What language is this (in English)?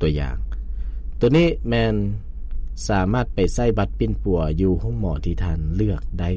Lao